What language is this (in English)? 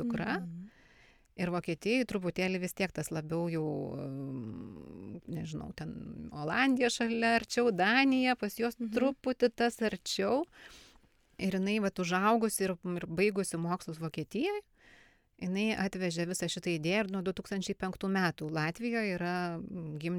Lithuanian